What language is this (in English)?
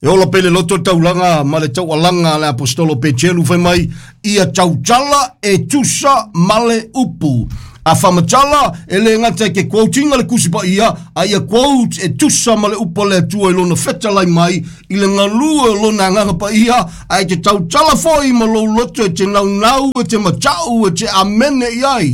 Samoan